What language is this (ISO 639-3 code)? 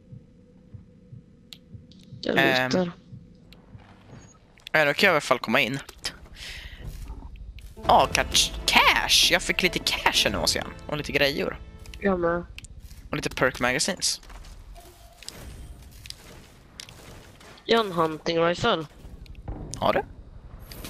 swe